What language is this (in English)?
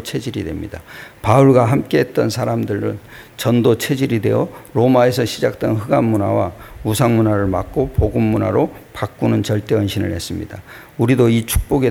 Korean